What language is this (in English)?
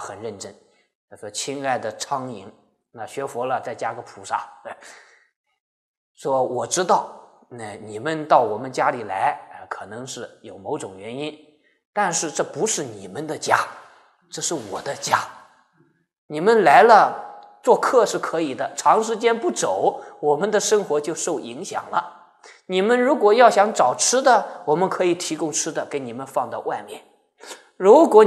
Chinese